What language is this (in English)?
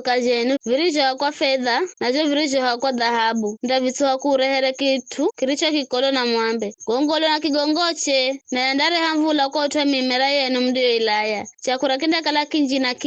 Giryama